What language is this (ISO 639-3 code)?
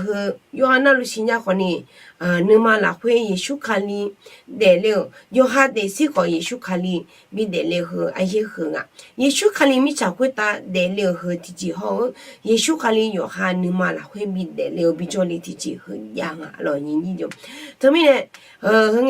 ahk